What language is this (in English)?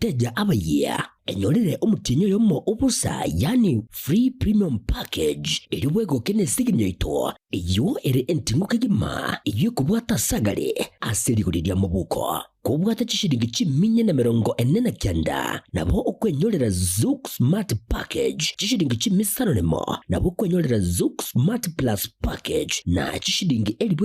Gusii